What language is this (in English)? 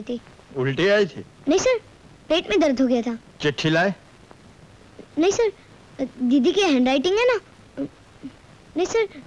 Hindi